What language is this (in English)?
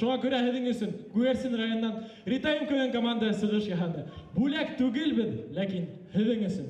Bashkir